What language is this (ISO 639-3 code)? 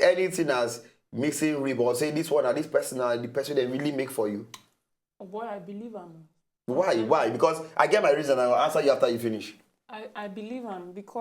pcm